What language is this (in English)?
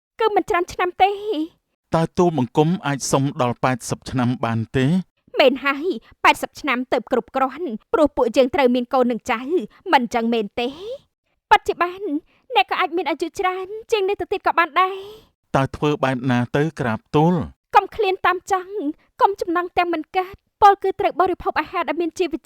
Khmer